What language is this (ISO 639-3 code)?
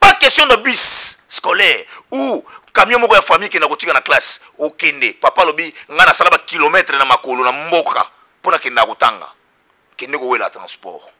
lin